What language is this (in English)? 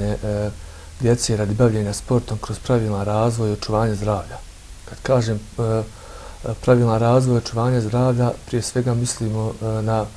Bosnian